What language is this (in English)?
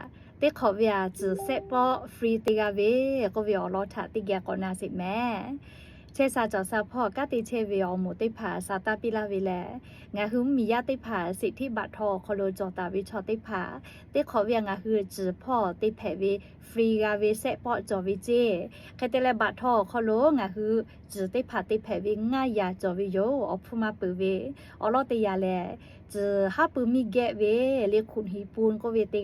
Lahu